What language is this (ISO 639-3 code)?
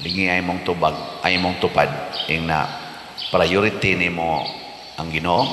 ceb